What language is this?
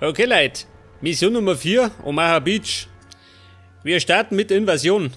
Bavarian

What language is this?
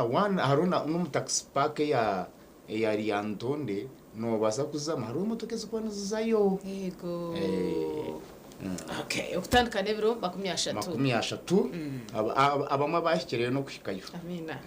Nyankole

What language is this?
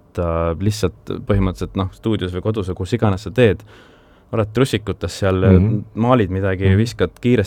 Estonian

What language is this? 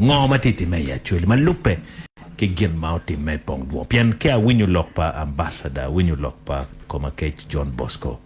Acoli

